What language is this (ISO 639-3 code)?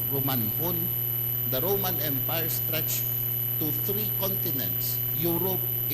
hil